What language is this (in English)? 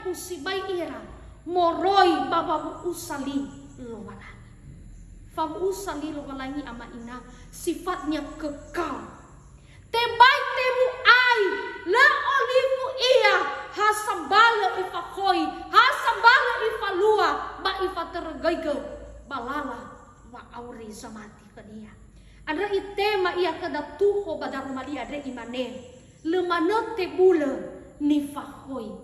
Nias